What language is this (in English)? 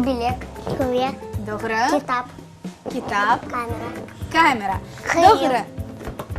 Crimean Tatar